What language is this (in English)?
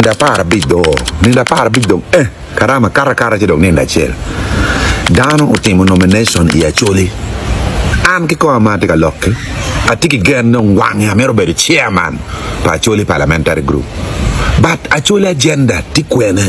Acoli